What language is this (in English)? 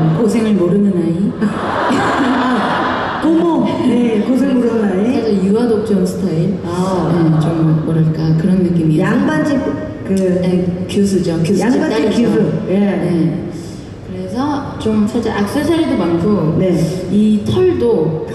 Korean